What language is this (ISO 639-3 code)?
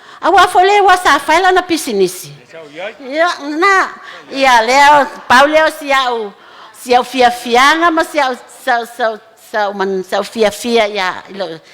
smo